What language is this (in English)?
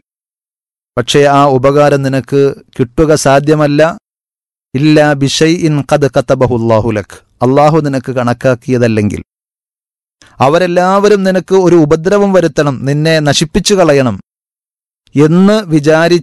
Malayalam